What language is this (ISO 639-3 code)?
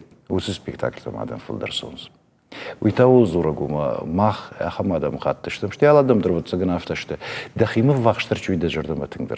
oss